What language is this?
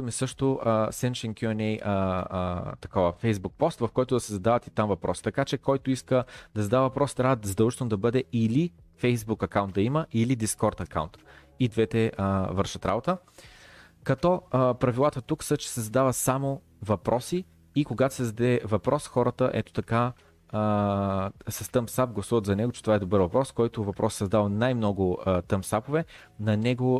Bulgarian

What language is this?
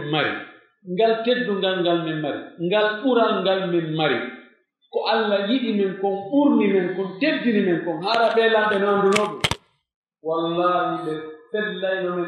Pular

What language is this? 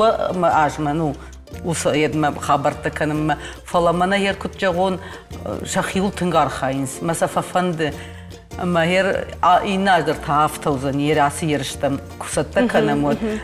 Ossetic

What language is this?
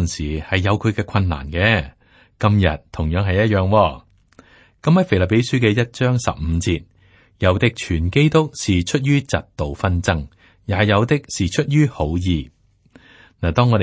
Cantonese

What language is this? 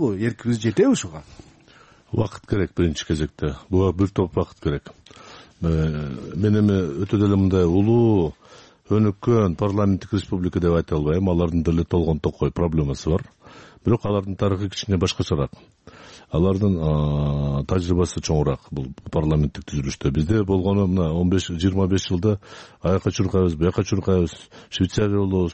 Kyrgyz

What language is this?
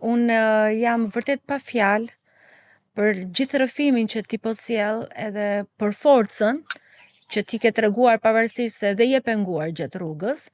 Albanian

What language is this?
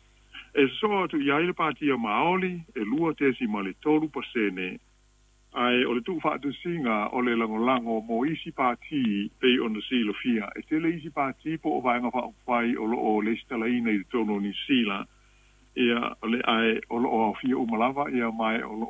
Samoan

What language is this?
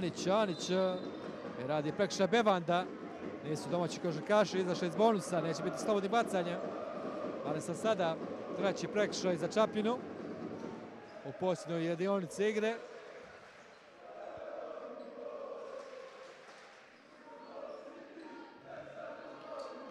Croatian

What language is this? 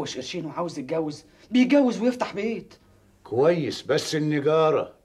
Egyptian Arabic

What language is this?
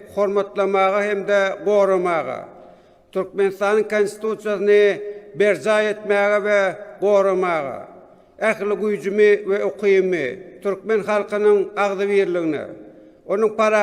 Turkmen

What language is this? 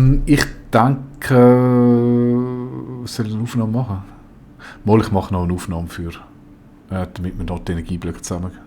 Swiss German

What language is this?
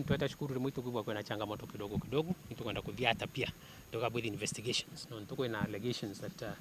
Meru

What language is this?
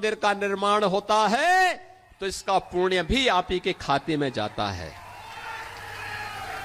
Hindi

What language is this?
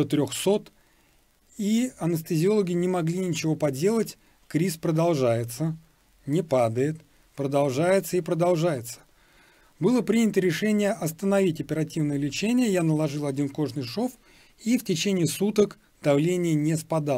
Russian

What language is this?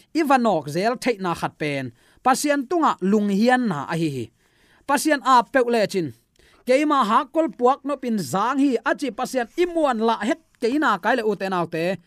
Tedim Chin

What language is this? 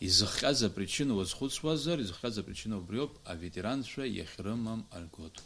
Abkhazian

